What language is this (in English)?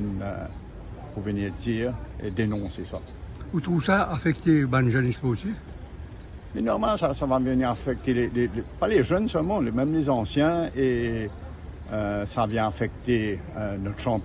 Morisyen